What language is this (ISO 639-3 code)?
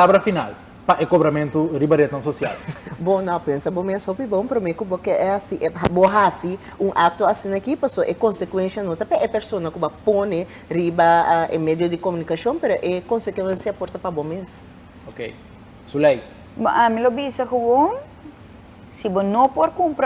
pap